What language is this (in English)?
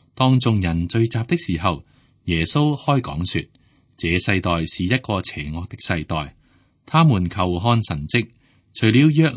Cantonese